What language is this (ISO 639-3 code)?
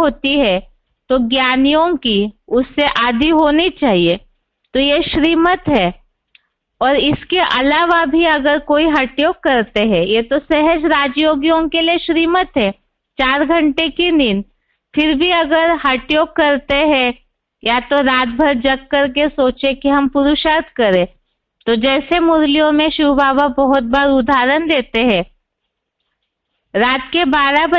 hin